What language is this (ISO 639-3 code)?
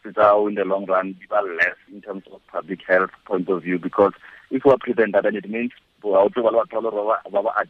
tsn